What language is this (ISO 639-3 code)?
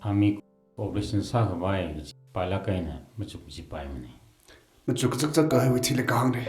nmf